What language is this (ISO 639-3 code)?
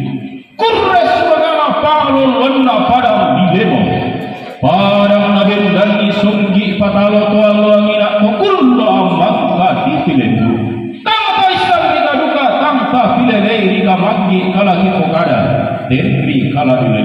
sda